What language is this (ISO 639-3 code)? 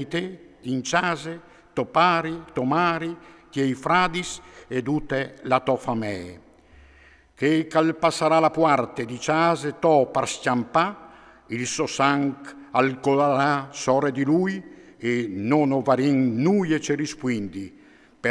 fur